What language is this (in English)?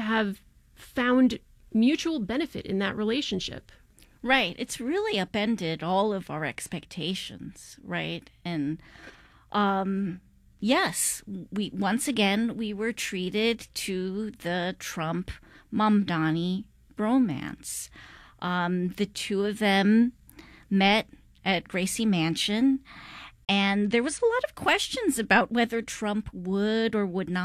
English